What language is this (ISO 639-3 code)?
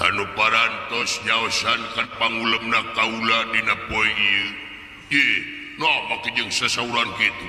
sun